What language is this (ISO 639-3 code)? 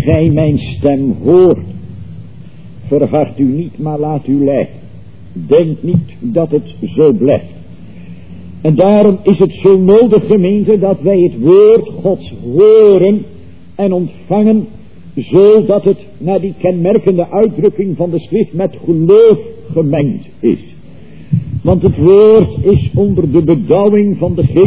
nld